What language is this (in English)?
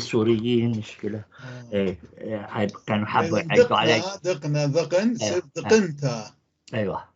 North Levantine Arabic